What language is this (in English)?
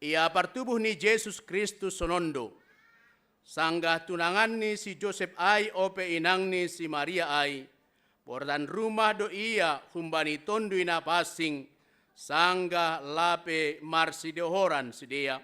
Batak Simalungun